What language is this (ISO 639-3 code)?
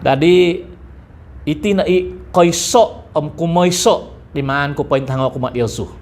dtp